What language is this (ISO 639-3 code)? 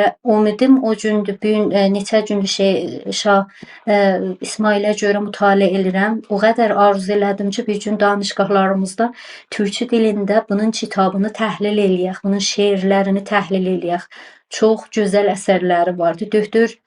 azb